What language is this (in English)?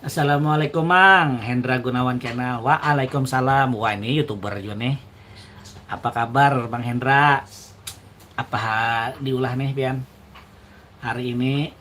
Banjar